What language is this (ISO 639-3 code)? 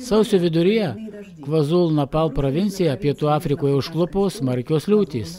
lit